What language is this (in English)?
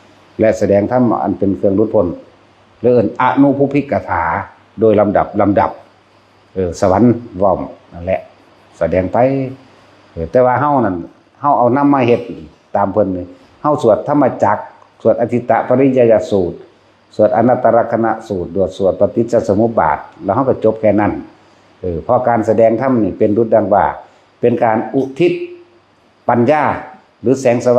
Northeastern Thai